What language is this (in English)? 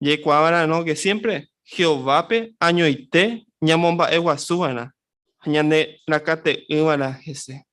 Guarani